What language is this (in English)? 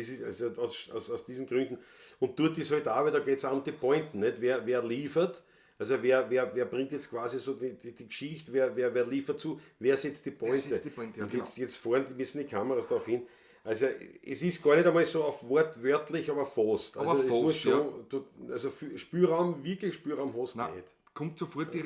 Bavarian